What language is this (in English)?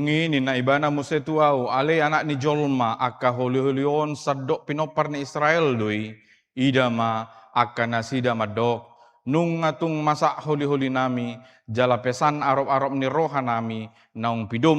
Batak Toba